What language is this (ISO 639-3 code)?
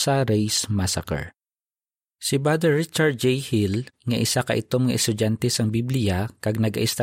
hil